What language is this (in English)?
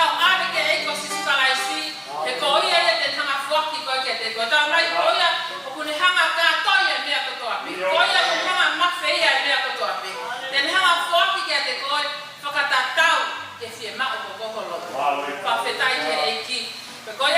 Tongan